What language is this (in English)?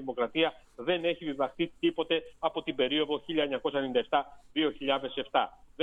Greek